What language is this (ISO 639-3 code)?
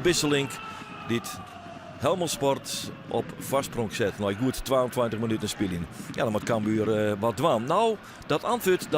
fry